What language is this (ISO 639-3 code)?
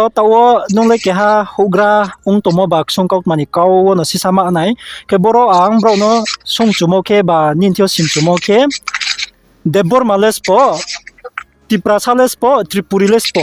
ria